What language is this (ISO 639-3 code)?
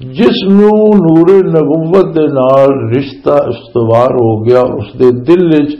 lah